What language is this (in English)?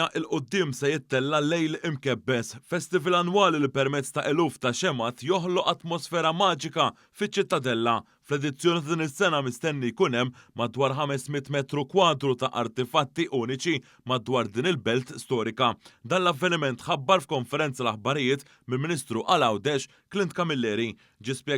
Maltese